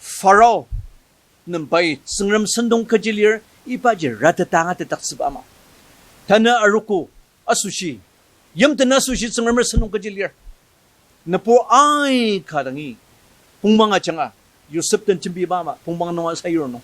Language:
Ao Naga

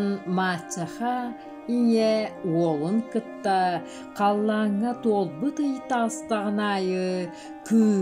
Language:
Yakut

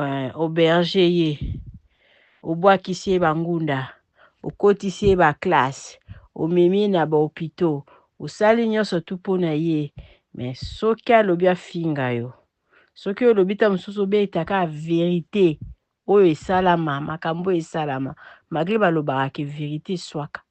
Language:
Lingala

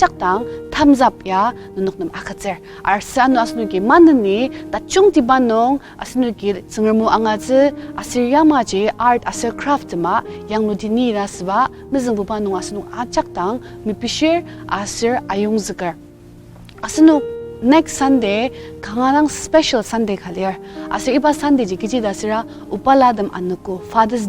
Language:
Ao Naga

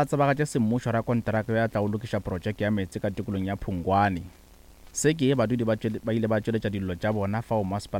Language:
Northern Sotho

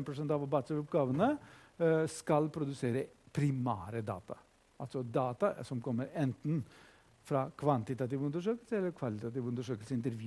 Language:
Norwegian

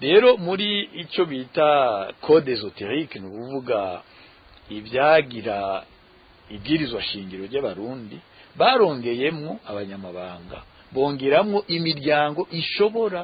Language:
Rundi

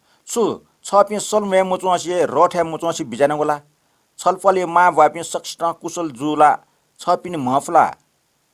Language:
Newari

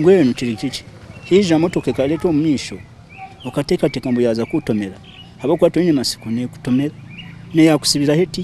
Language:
Nyankole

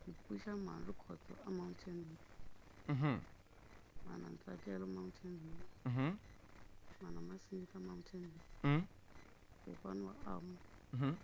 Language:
Tsonga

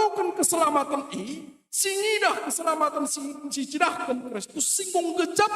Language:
Batak Karo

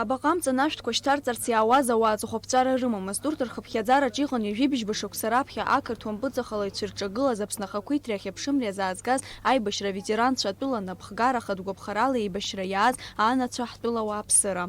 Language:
Abkhazian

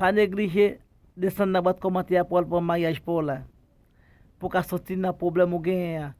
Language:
Haitian Creole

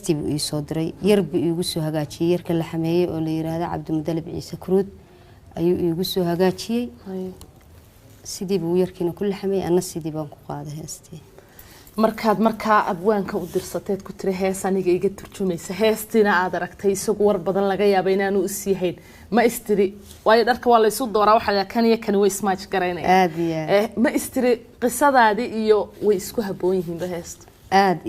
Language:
Somali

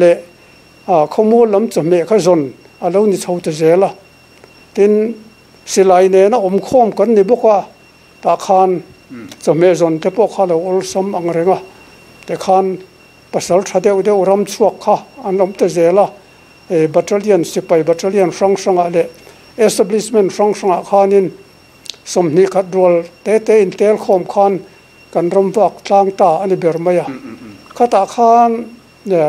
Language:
Mizo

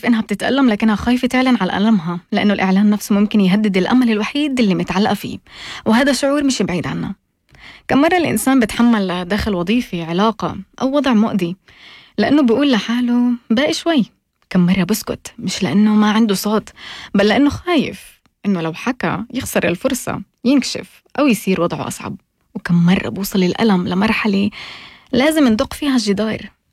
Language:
North Levantine Arabic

